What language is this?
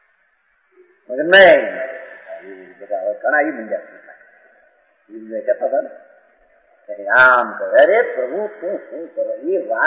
Gujarati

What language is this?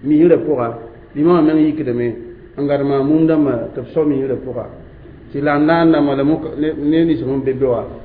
Mossi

